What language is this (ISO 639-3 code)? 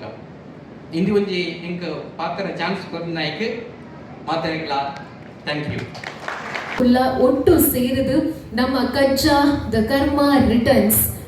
tcy